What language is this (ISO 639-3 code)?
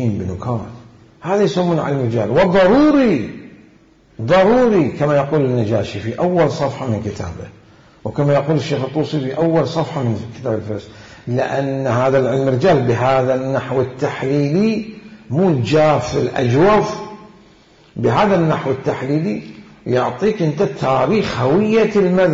acm